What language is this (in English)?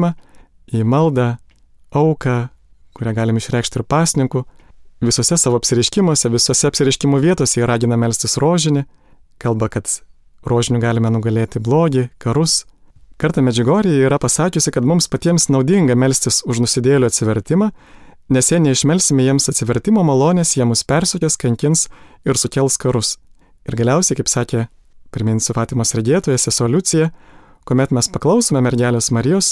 Lithuanian